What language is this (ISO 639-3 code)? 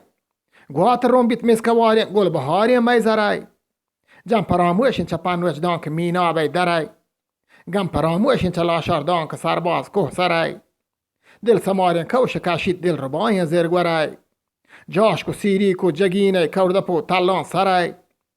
bgp